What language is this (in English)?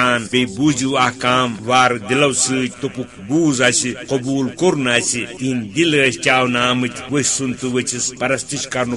Kashmiri